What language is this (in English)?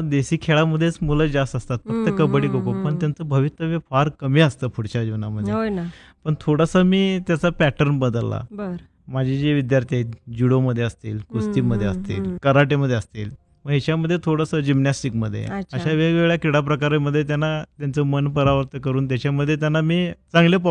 Marathi